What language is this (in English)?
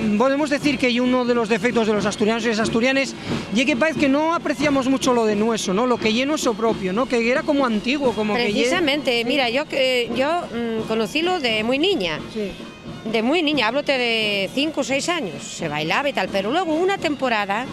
Asturian